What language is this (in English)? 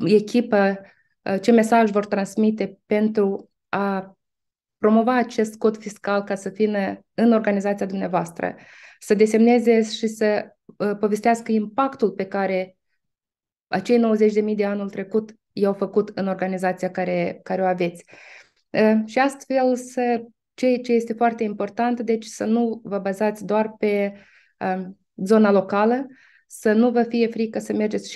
Romanian